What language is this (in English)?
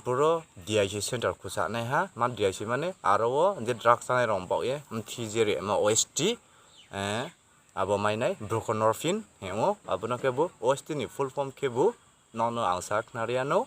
Riang (India)